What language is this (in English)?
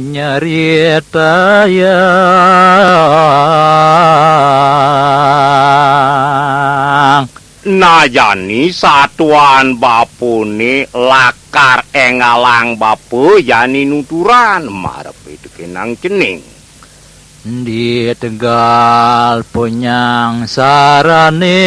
Balinese